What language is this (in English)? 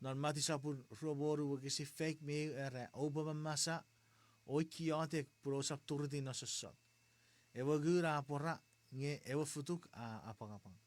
Chuukese